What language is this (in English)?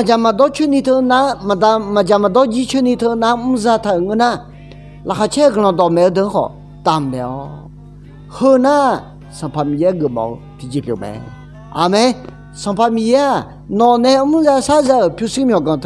Akha